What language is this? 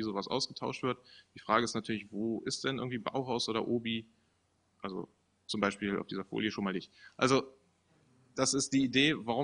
German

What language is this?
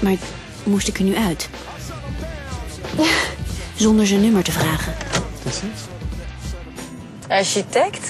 Dutch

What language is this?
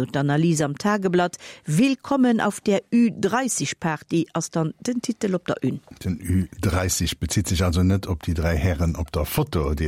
Luxembourgish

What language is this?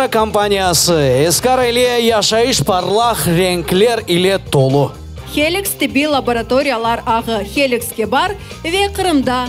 Crimean Tatar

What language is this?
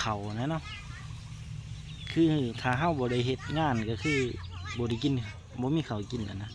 Lao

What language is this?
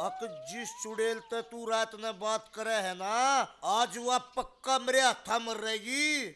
Haryanvi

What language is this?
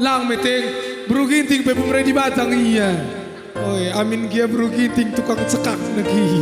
Batak Karo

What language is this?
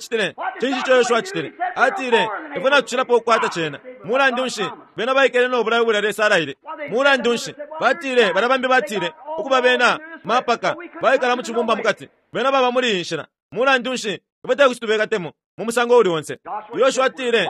Bemba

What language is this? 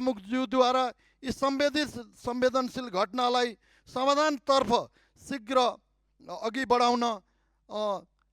Nepali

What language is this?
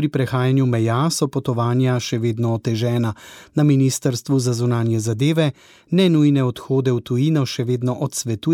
Slovenian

